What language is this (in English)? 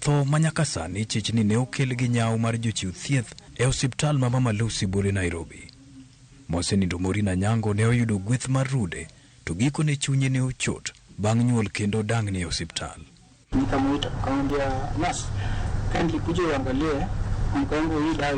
Luo (Kenya and Tanzania)